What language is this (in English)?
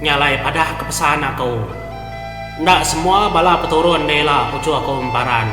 Iban